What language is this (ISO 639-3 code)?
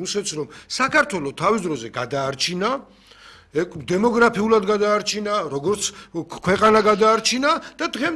kat